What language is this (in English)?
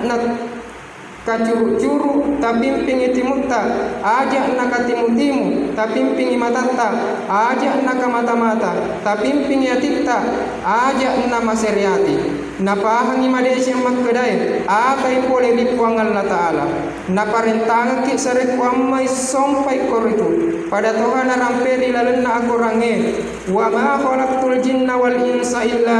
Buginese